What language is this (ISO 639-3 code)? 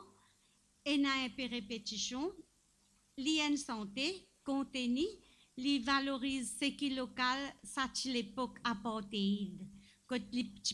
mfe